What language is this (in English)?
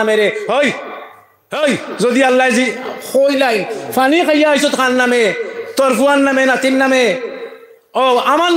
Sylheti